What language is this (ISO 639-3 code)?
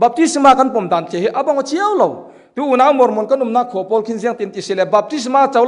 cfm